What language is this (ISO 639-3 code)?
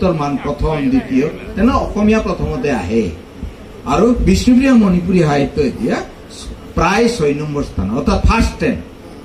bpy